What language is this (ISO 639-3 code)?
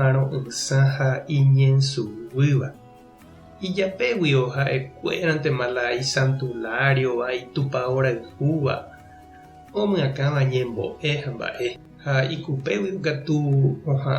grn